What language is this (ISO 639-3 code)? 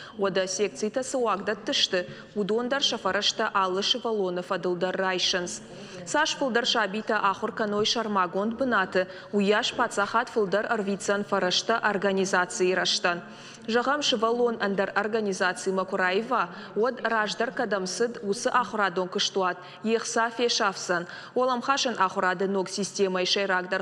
oss